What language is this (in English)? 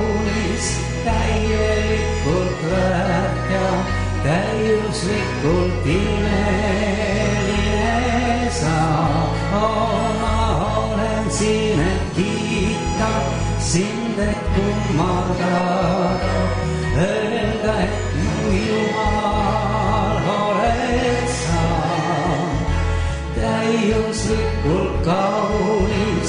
Estonian